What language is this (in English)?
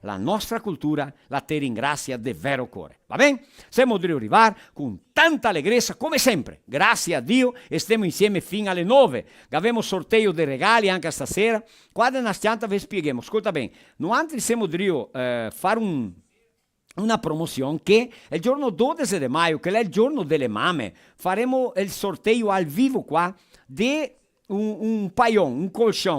Venetian